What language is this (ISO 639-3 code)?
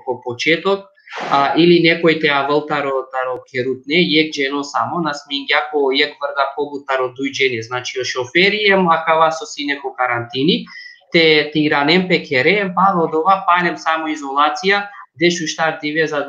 rmn